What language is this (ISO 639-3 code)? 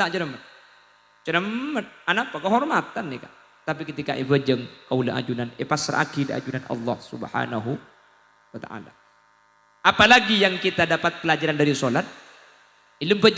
mad